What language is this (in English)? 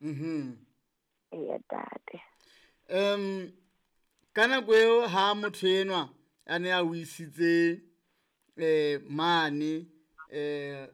Southern Sotho